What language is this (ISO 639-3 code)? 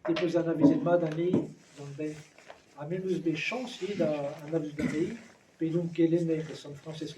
bre